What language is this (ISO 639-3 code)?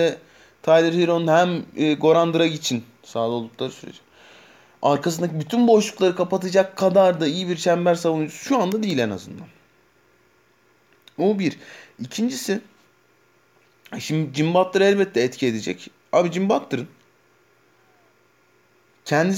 tur